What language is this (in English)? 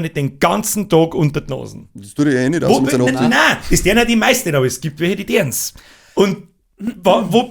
Bavarian